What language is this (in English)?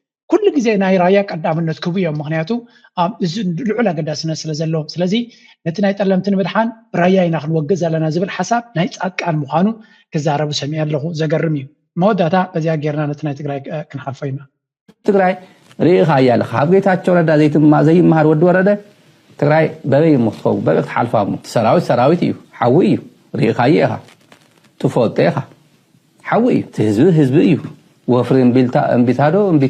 Tigrinya